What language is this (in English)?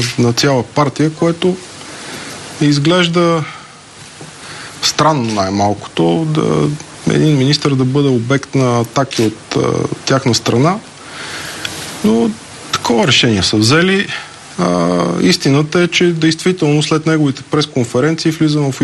Bulgarian